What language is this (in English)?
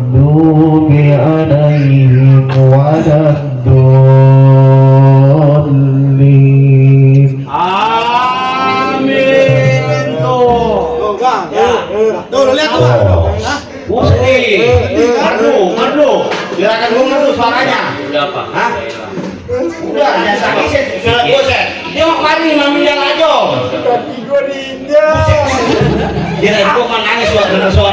Betawi